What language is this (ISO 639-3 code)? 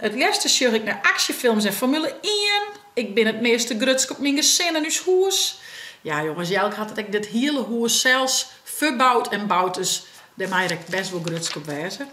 fry